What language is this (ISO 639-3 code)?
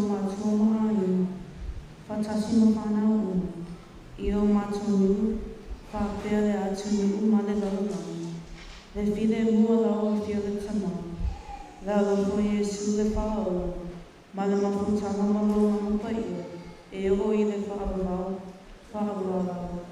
smo